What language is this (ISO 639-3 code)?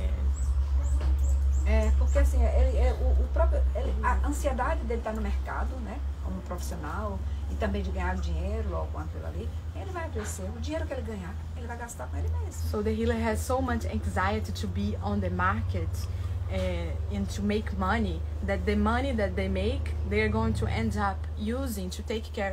por